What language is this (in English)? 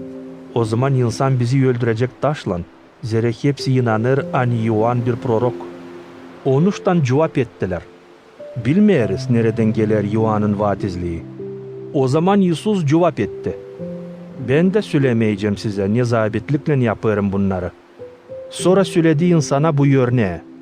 Gagauz